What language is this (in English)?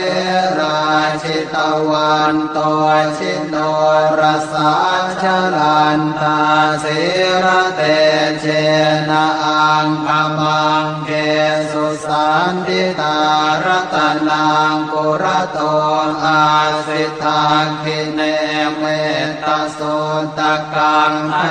Pali